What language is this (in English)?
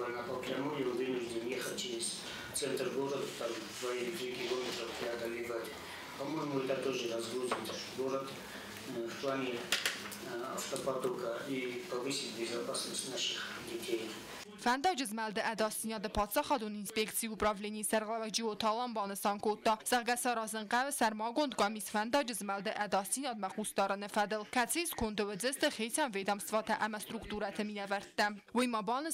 Ossetic